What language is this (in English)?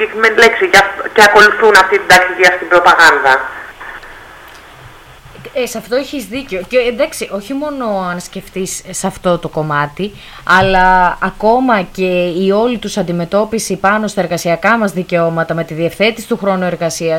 Greek